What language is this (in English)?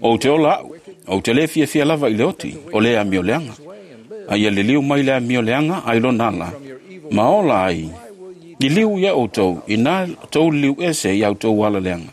Samoan